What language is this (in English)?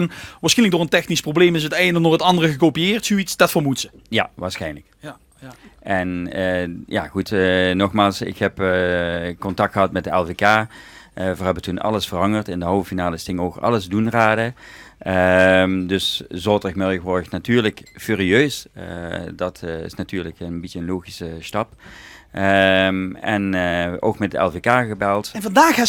Limburgish